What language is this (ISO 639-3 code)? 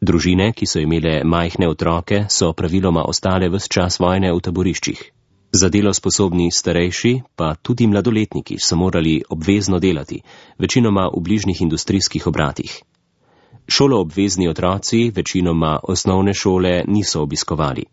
slv